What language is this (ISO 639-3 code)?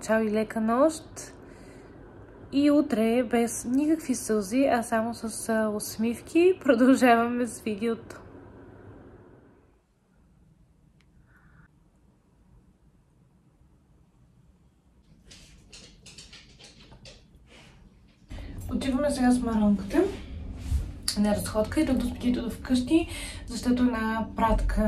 bul